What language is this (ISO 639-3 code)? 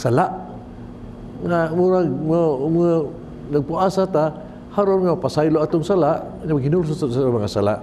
ceb